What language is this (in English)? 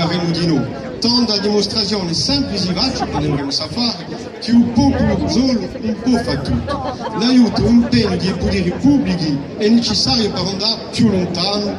Corsican